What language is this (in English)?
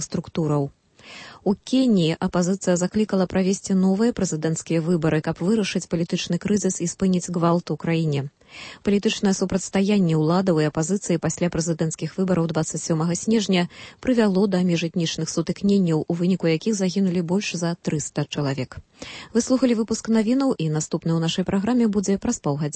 Belarusian